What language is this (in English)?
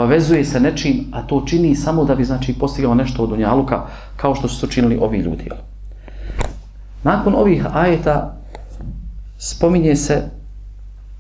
Bosnian